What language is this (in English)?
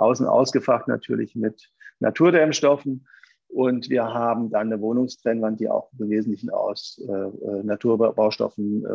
German